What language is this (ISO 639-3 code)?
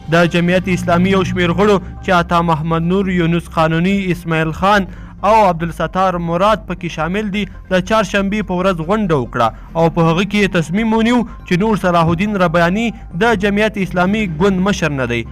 pus